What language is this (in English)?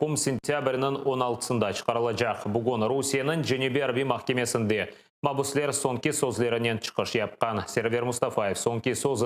Crimean Tatar